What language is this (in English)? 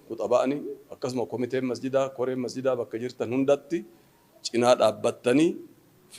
Oromo